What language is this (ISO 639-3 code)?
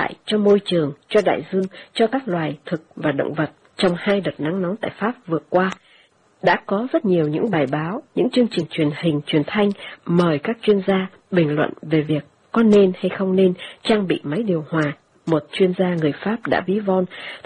vie